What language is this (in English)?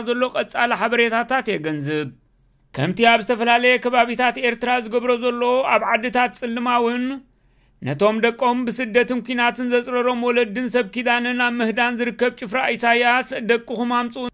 Tigrinya